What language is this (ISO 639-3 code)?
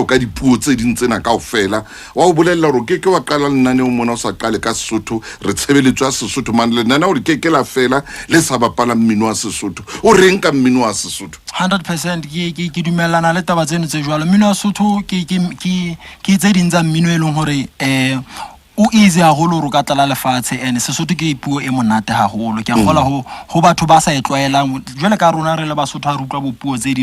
sot